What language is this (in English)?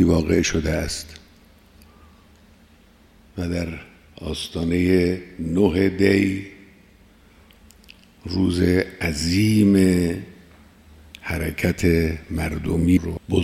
Persian